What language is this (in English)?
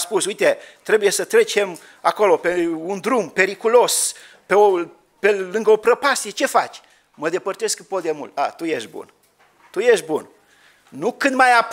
Romanian